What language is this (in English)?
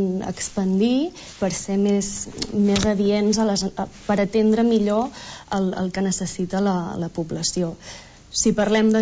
Catalan